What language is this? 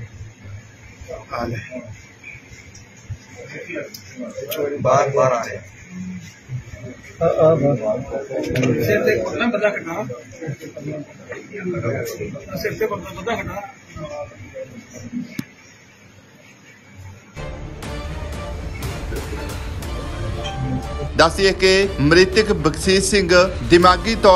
Punjabi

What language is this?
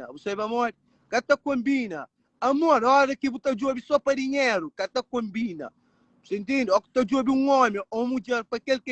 Kabuverdianu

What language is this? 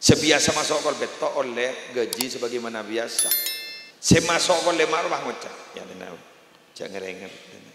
Madurese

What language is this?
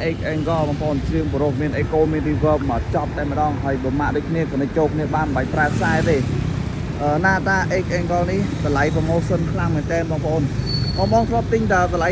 Khmer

